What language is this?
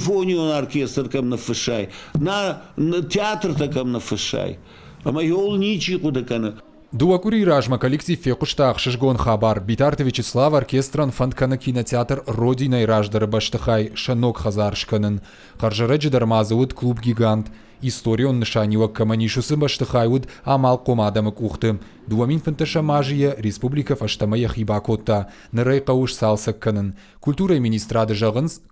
Ossetic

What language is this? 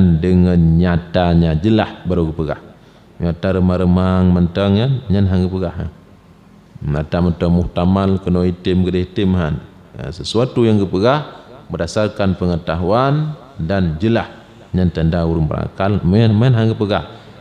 Achinese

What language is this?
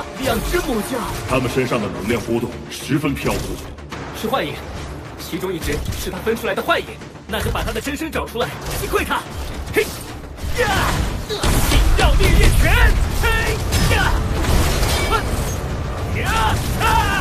Chinese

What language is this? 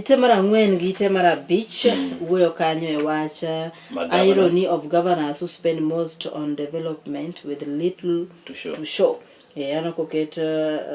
Luo (Kenya and Tanzania)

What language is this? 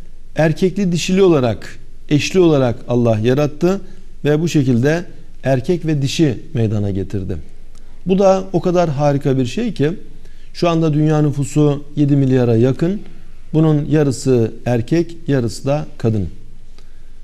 Turkish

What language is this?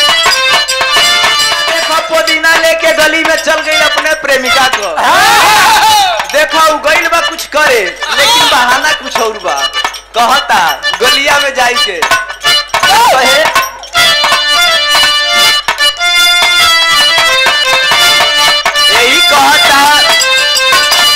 Bhojpuri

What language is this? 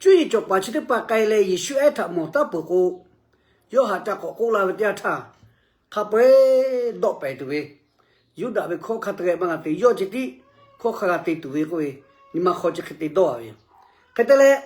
Lahu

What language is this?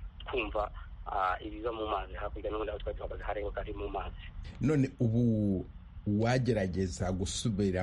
Kinyarwanda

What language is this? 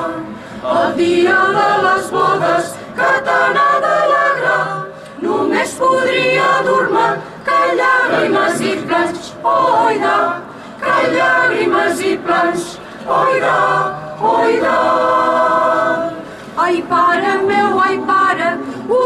Catalan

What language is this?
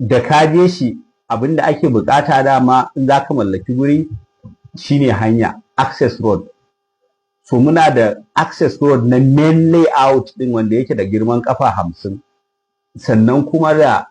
Hausa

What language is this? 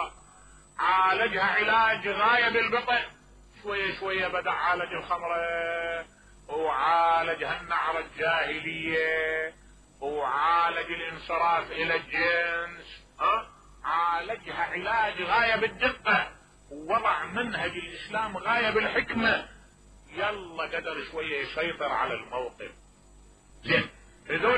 Mesopotamian Arabic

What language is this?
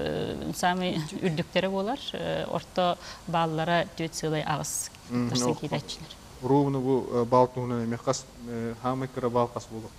Yakut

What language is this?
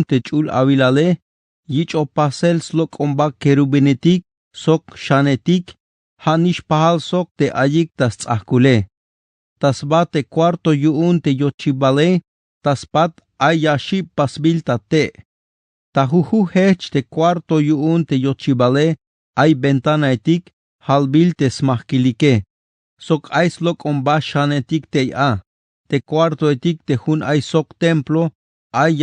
Tzeltal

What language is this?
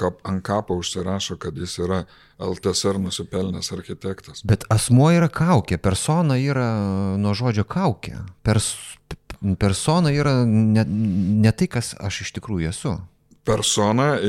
Lithuanian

